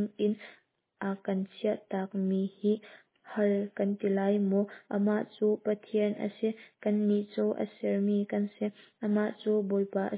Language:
Hakha Chin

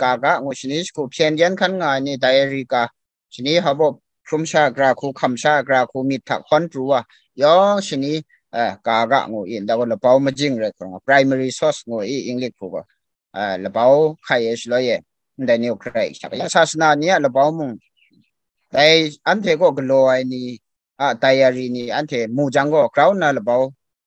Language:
Kachin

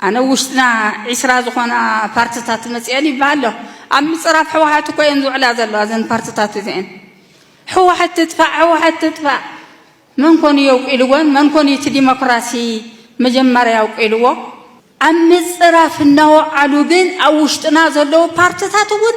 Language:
Tigrinya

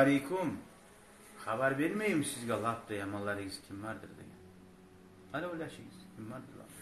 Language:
Kumyk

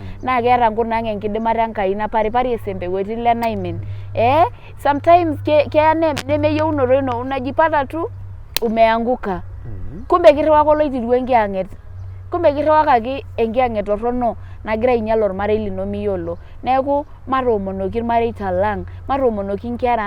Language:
Masai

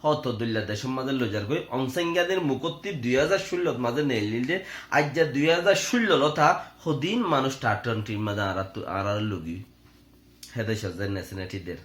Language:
Rohingya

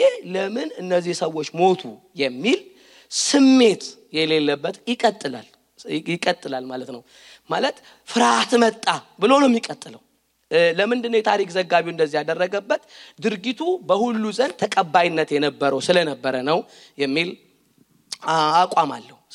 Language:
Amharic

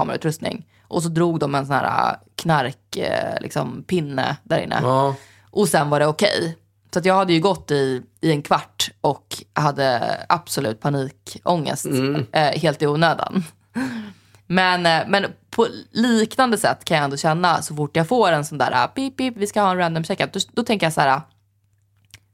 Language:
Swedish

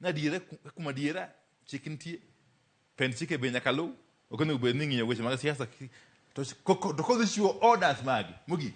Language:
Luo (Kenya and Tanzania)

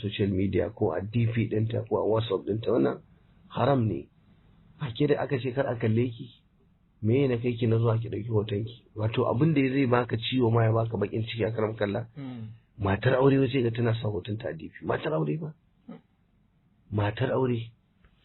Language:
Hausa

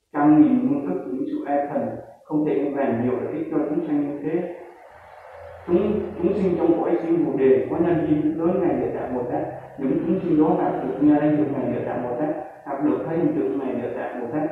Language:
Vietnamese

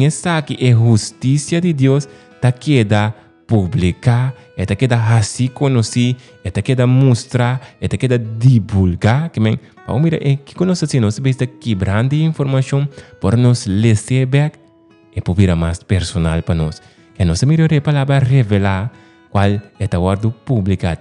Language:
Papiamento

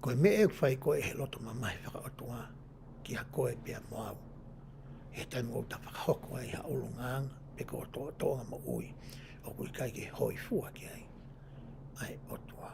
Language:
Tongan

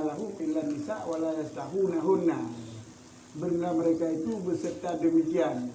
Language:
Achinese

